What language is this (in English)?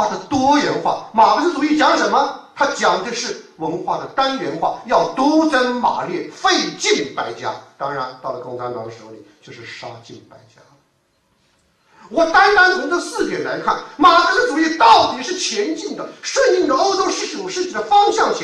Chinese